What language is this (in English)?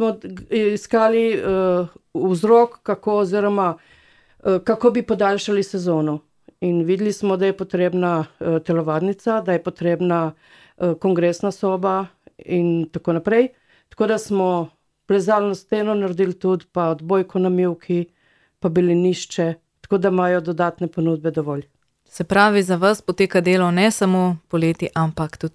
Slovenian